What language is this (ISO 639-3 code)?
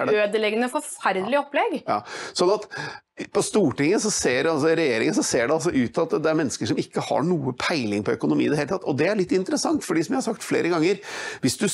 nor